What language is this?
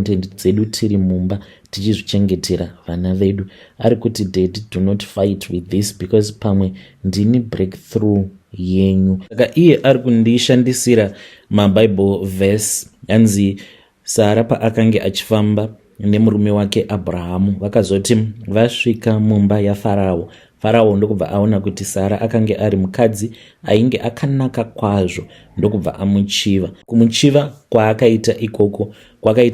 Shona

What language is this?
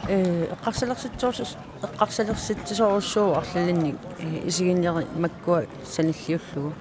Kalaallisut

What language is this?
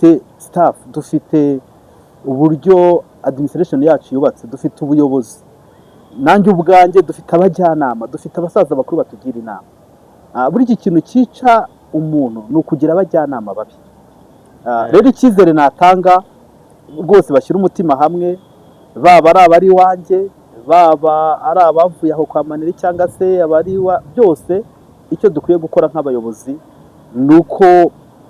Kinyarwanda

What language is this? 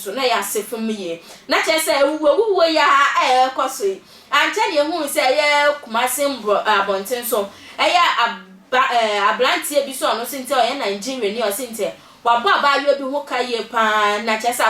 Akan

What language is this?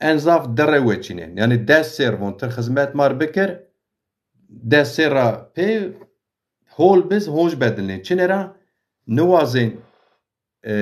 Zaza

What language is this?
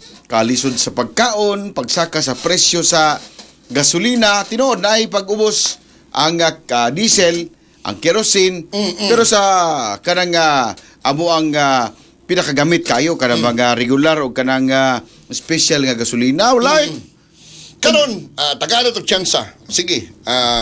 Cebuano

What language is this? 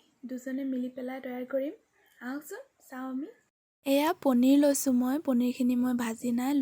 Assamese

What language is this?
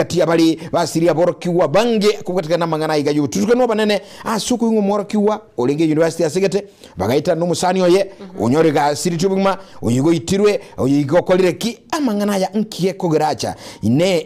Gusii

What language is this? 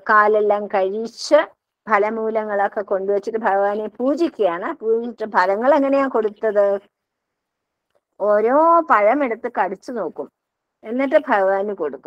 Malayalam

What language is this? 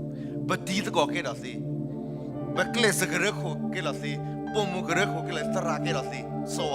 S'gaw Karen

